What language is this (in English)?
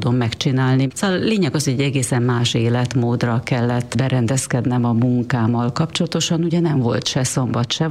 Hungarian